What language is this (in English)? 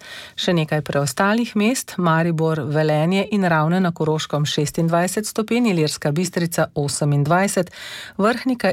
Slovenian